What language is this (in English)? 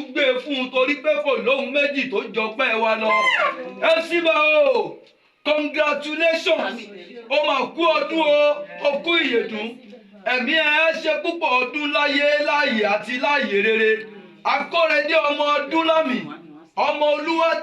Yoruba